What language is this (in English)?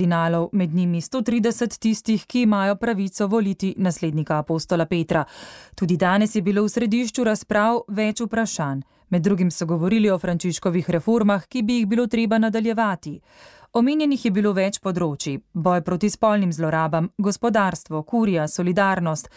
Slovenian